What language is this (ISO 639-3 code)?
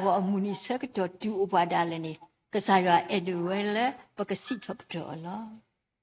ksw